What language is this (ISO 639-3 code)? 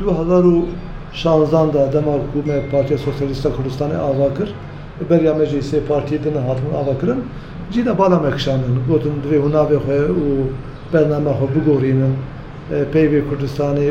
kur